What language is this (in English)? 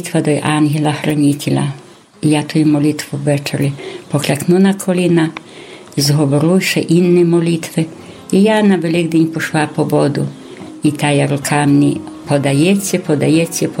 Polish